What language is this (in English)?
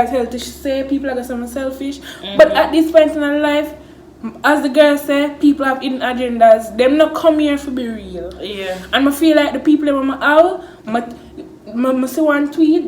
Jamaican Creole English